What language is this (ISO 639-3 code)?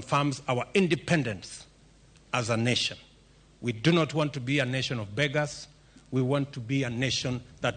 luo